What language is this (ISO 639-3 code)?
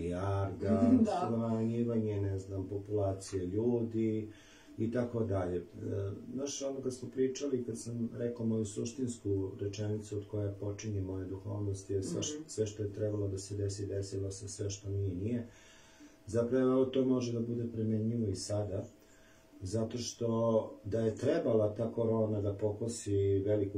srp